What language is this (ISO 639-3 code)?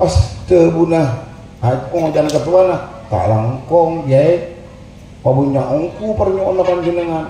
mad